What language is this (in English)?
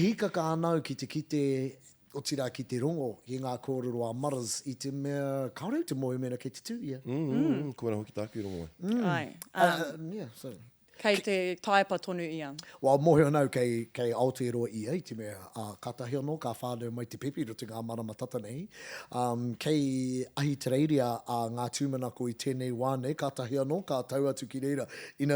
Māori